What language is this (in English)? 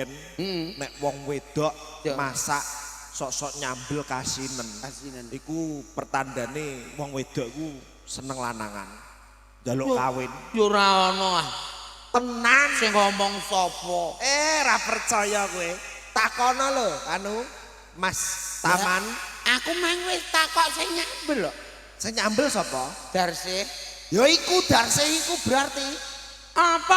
Javanese